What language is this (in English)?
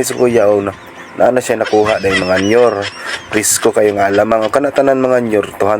Cebuano